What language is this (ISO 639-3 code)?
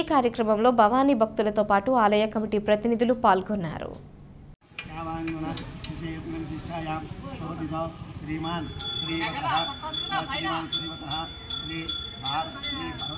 tel